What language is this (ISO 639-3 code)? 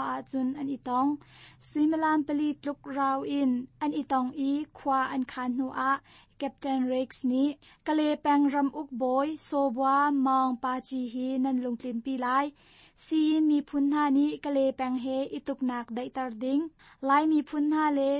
cnh